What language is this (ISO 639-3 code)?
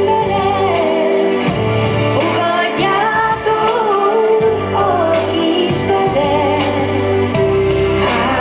hun